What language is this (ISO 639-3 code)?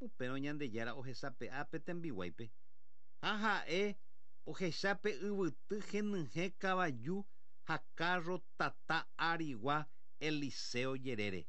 grn